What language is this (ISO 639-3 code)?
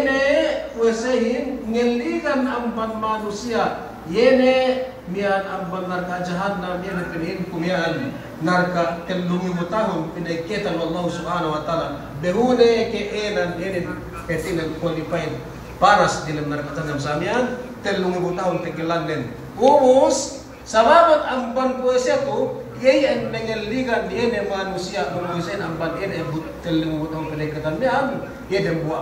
yka